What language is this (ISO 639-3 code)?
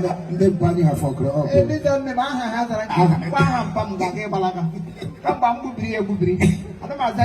ibo